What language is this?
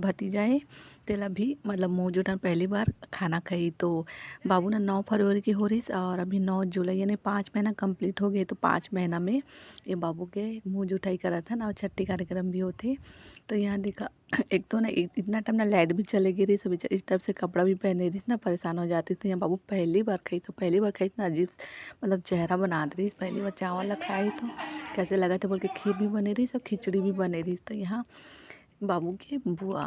Chhattisgarhi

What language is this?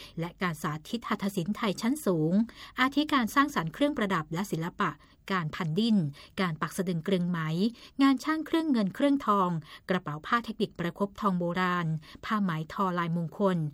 Thai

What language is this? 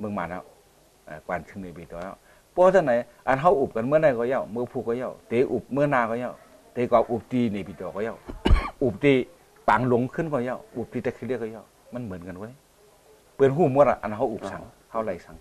Shan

